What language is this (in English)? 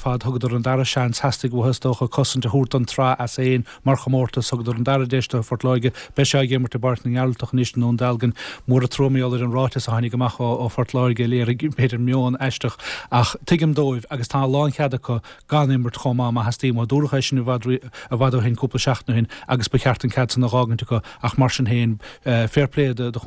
Irish